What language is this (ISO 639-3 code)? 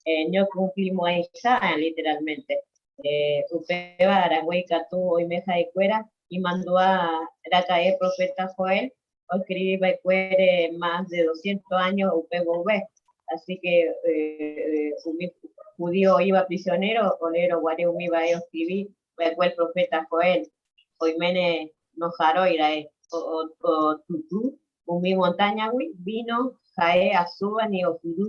grn